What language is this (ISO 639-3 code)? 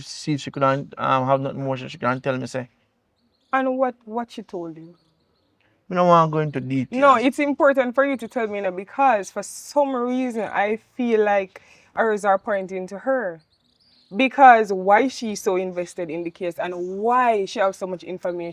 jam